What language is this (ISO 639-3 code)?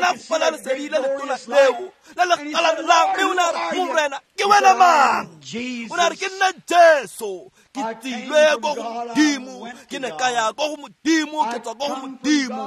tsn